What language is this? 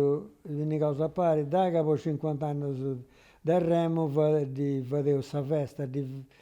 Sardinian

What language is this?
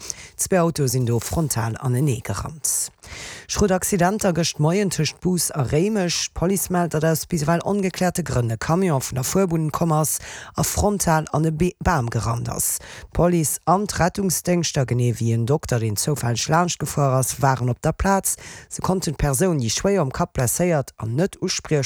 Luxembourgish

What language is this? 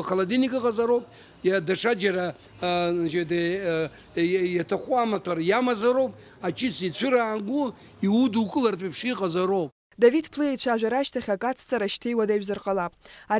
Abkhazian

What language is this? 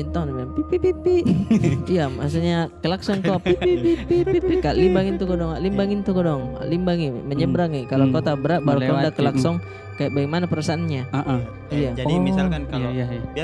Makassar Malay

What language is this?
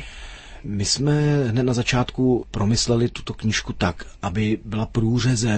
Czech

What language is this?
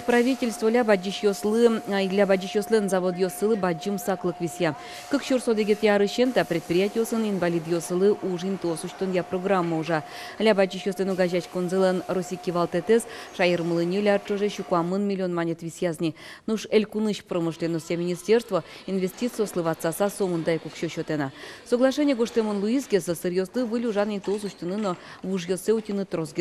Udmurt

